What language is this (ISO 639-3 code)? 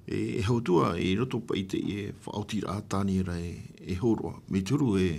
tah